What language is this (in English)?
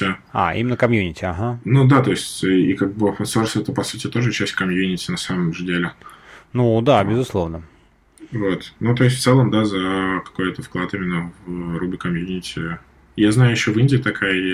Russian